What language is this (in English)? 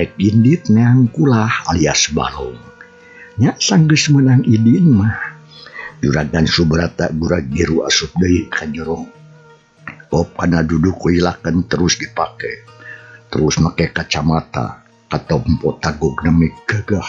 Sundanese